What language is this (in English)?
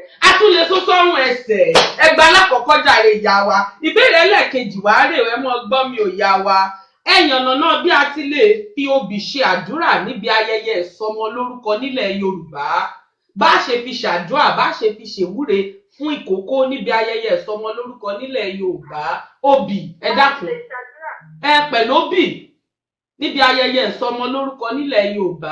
Yoruba